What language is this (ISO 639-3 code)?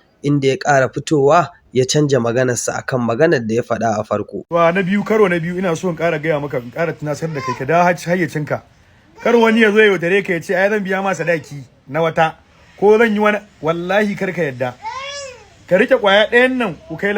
hau